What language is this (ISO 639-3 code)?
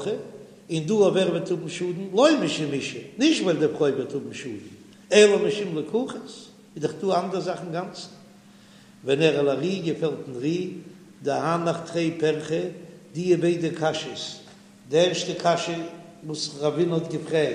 yid